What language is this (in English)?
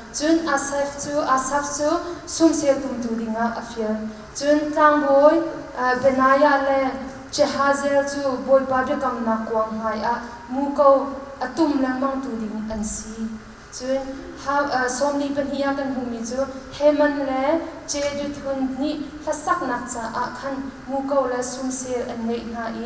Hakha Chin